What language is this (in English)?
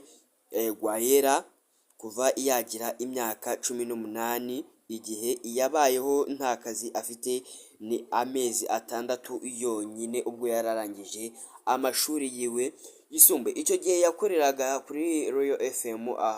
Kinyarwanda